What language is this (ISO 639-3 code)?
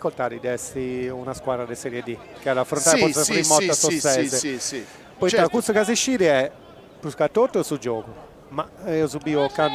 srd